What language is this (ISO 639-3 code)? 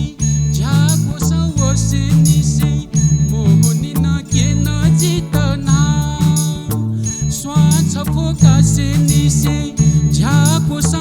new